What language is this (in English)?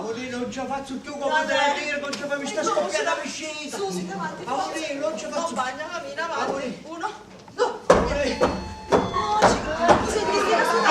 Sicilian